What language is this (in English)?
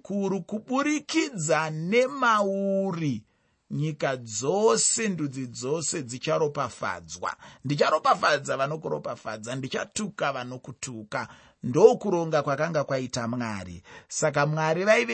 Shona